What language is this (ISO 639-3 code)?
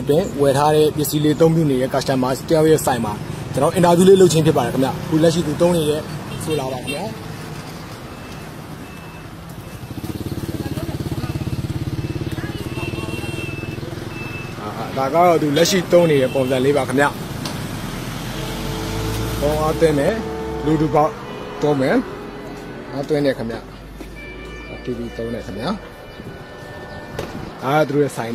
mya